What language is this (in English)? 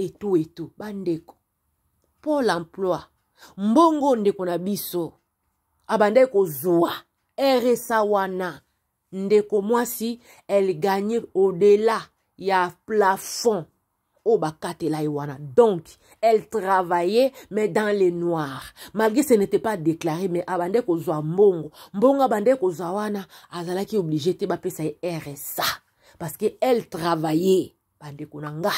Lingala